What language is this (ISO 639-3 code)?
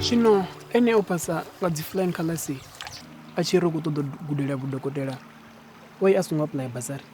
ven